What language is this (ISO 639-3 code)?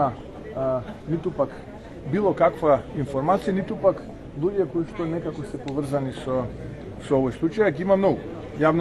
mkd